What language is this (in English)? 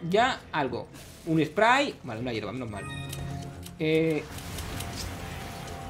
Spanish